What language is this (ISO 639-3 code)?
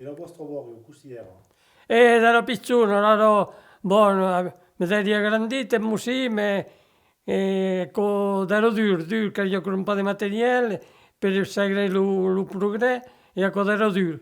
oci